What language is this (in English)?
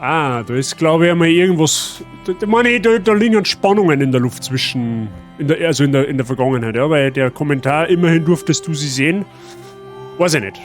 Bavarian